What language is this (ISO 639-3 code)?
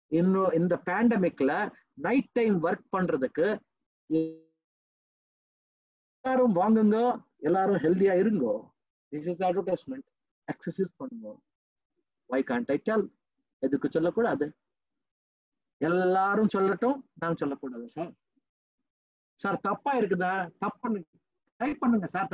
tam